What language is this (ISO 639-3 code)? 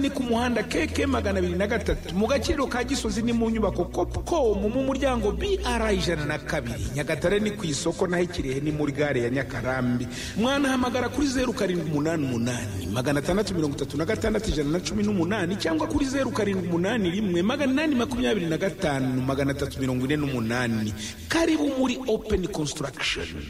kin